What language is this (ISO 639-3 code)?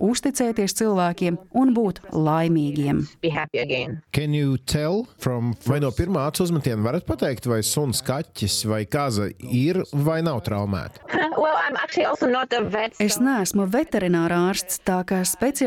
lav